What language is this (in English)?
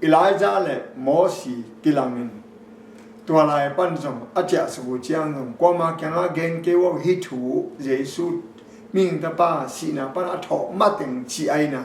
Tedim Chin